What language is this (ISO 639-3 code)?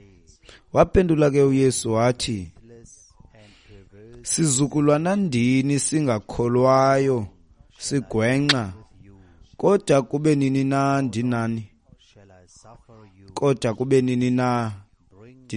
xho